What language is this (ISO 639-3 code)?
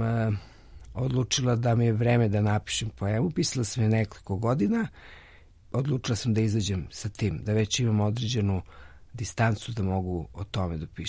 srp